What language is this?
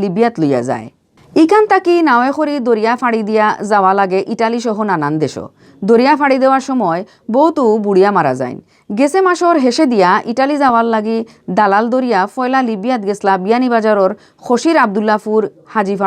Sylheti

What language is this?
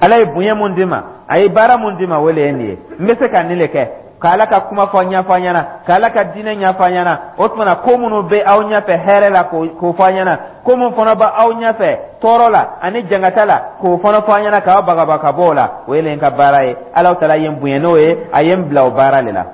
Dyula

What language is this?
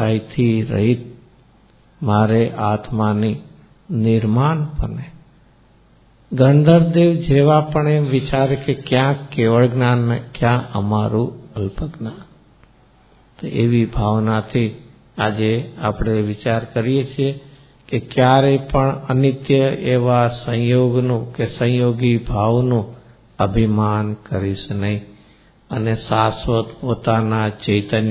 Gujarati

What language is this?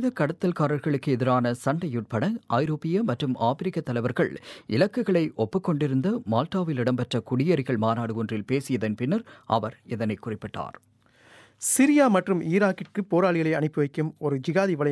Tamil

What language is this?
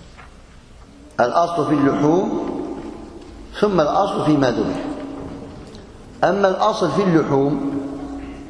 Arabic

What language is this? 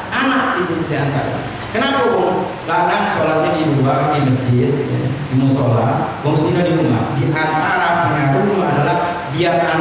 Musi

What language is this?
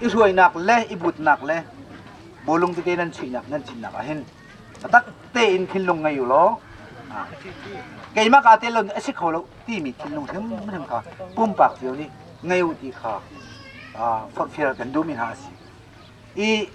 Hakha Chin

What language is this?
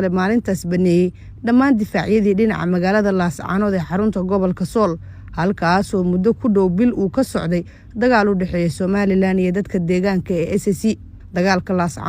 Somali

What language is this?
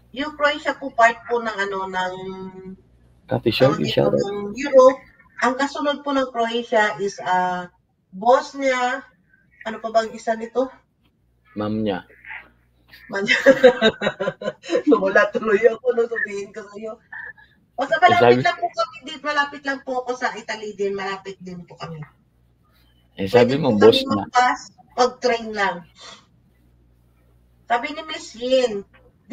Filipino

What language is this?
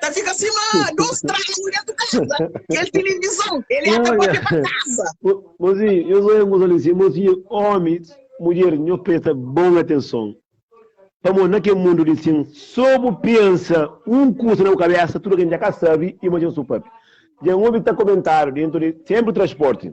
Kabuverdianu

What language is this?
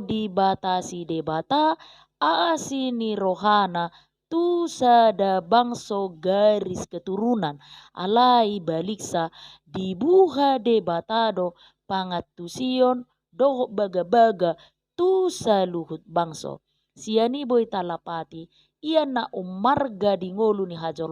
Batak Toba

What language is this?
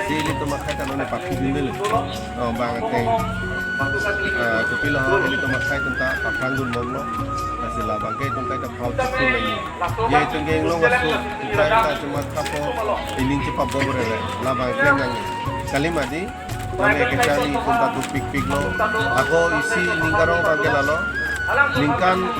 Karbi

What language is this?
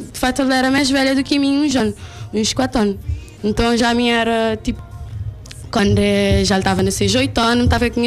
Kabuverdianu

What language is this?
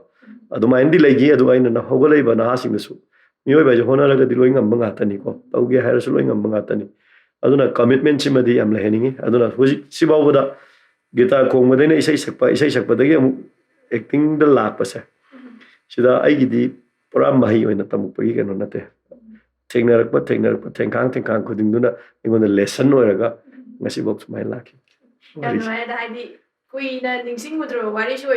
Manipuri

